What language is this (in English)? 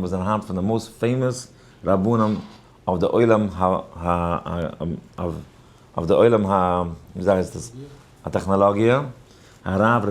Yiddish